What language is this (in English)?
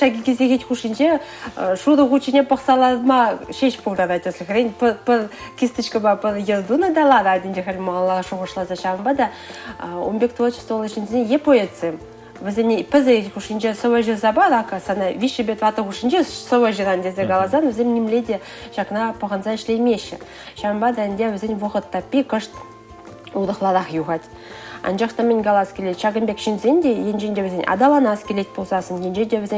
Chuvash